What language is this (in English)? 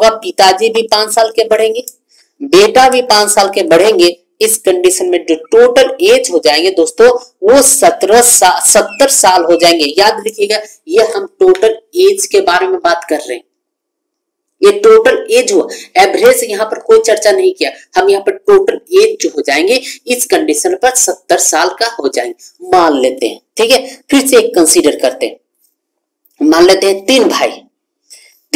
Hindi